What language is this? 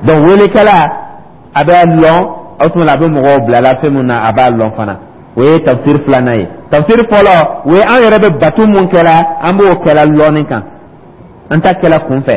Dyula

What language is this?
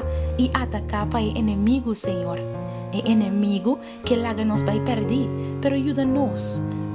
Papiamento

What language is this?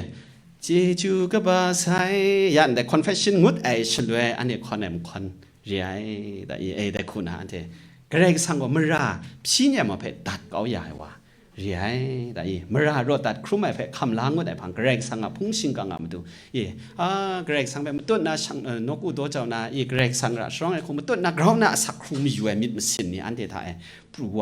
Kachin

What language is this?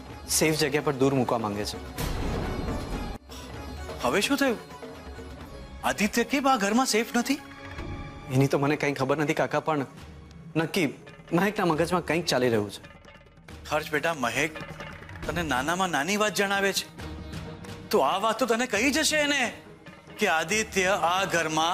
Gujarati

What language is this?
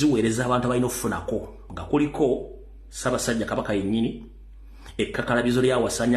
Ganda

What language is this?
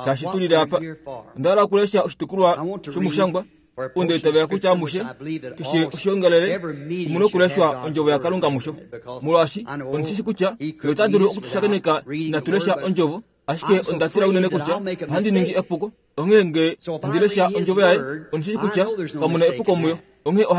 Kuanyama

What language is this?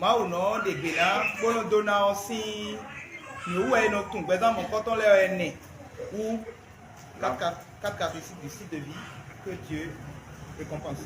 Fon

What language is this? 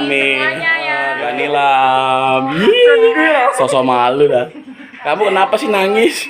Betawi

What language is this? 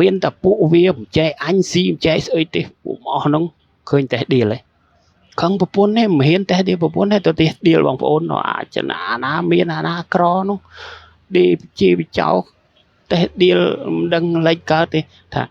Khmer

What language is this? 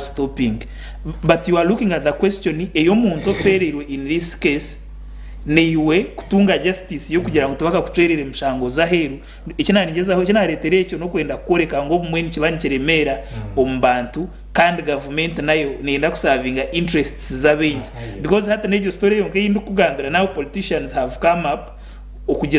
Nyankole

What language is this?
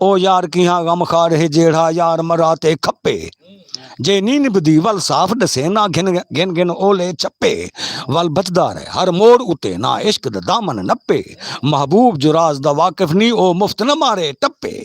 Saraiki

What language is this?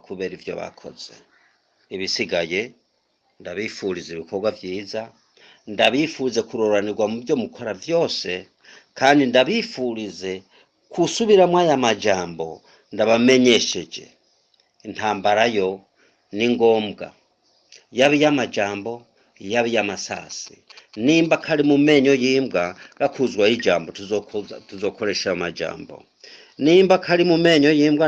Rundi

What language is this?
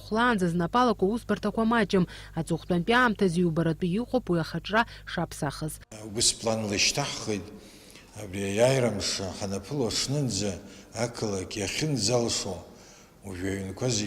Abkhazian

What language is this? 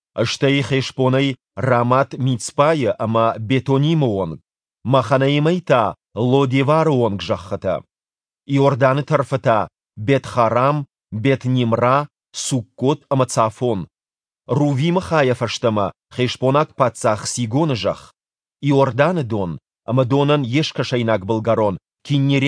Ossetic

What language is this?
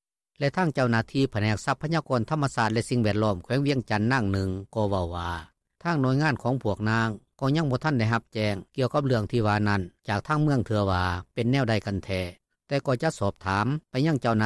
Lao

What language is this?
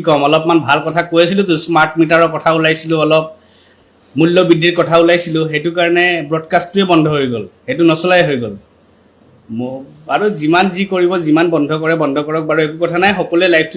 Assamese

